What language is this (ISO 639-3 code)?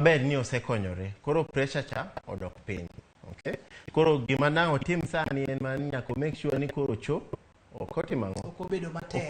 luo